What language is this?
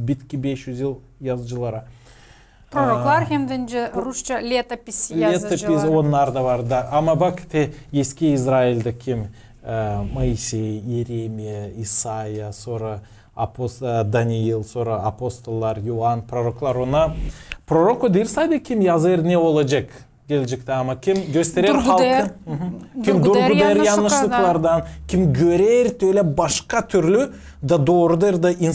Gagauz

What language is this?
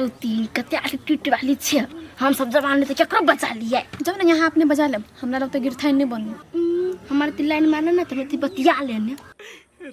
Maithili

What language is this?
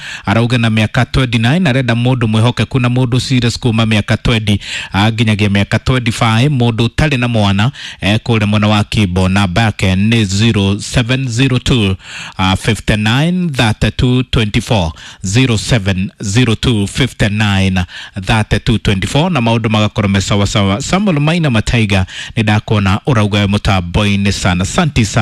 Kikuyu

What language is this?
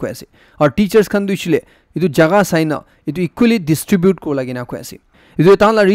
Naga Pidgin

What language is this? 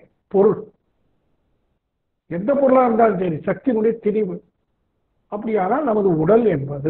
Tamil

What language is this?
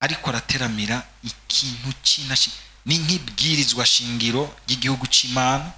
Rundi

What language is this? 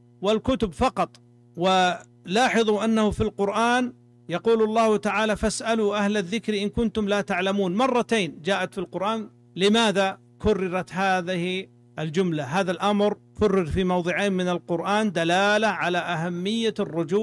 Arabic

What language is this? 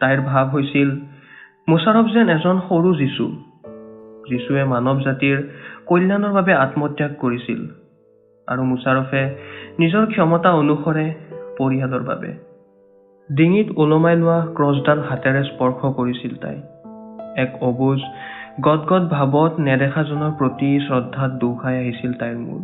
Assamese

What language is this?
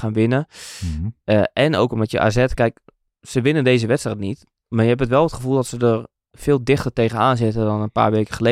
Dutch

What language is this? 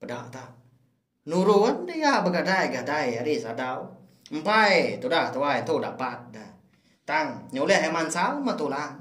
Iban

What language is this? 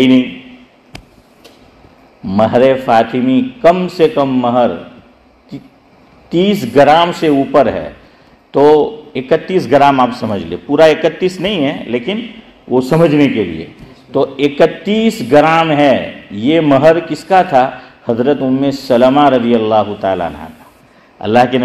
Urdu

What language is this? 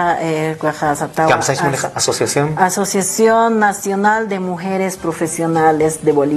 Aymara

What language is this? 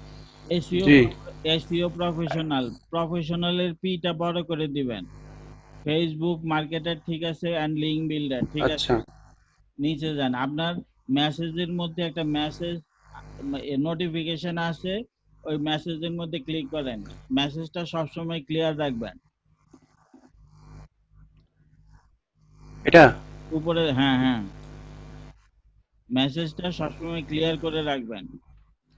Bangla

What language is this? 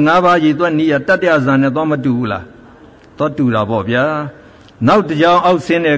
Burmese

